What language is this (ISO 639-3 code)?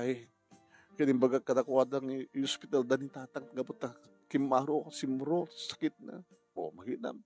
ilo